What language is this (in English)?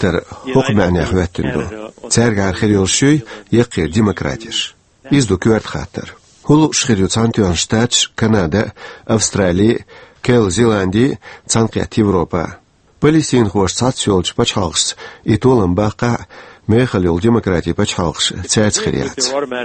Chechen